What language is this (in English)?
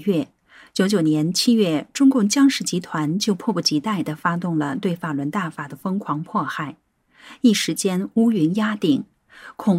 Chinese